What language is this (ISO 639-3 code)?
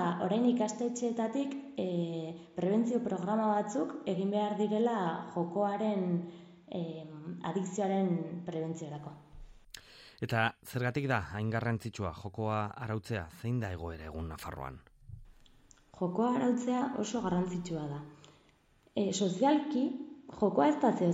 eus